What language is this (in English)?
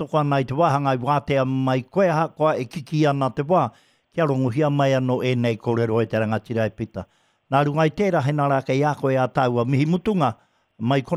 Māori